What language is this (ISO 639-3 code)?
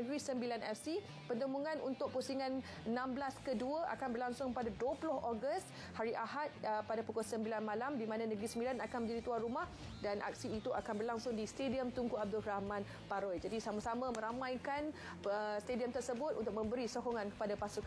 msa